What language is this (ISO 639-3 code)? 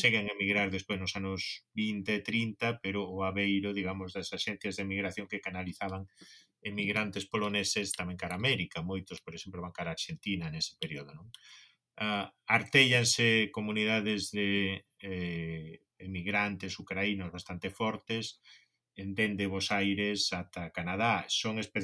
glg